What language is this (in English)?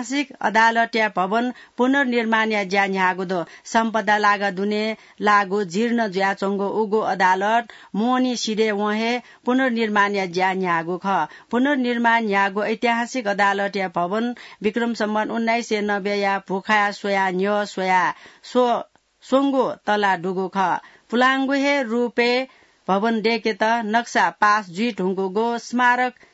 Newari